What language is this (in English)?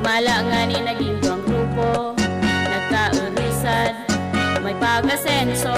Bikol